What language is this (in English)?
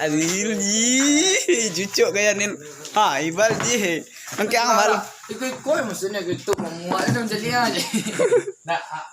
Minangkabau